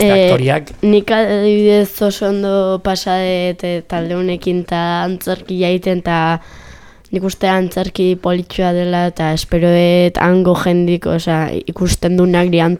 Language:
Basque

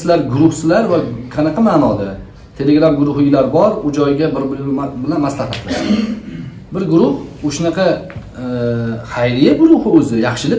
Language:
Uzbek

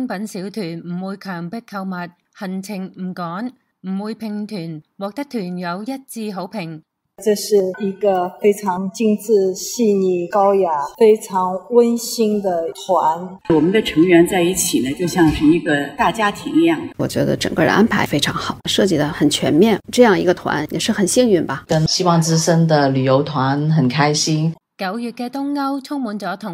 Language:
Cantonese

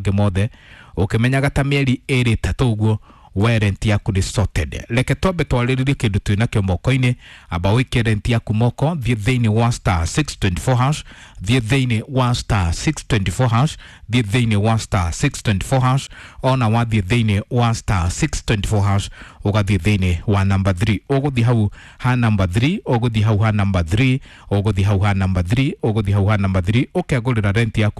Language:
Kikuyu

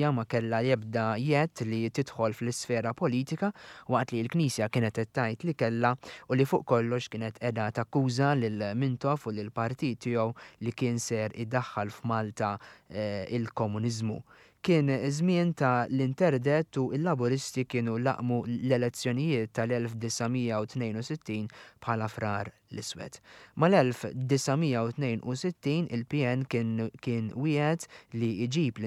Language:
Maltese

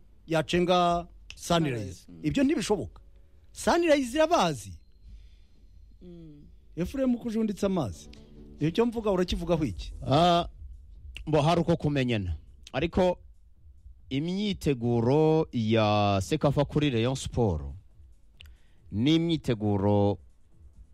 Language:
Kinyarwanda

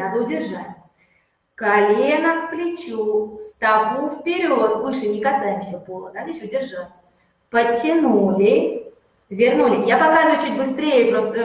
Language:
Russian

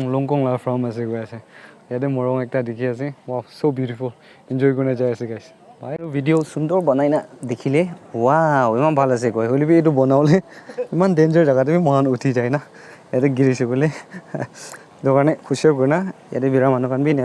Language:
Naga Pidgin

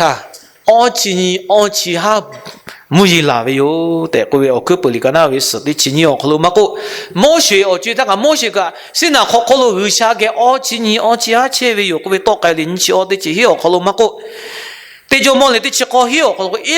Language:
Lahu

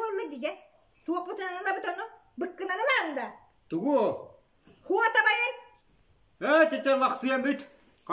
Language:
Yakut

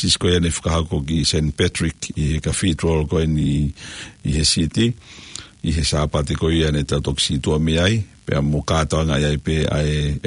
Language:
Tongan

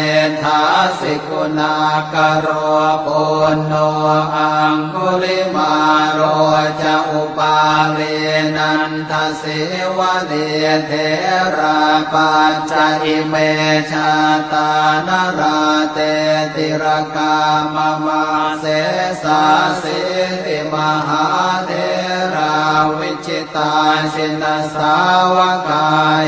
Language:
Pali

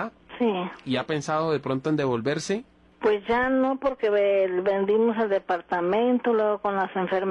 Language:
Spanish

